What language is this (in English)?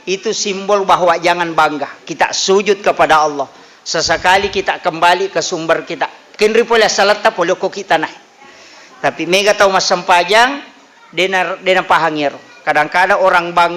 Buginese